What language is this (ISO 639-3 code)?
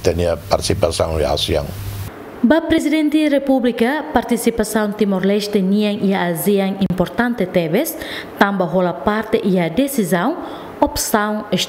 tet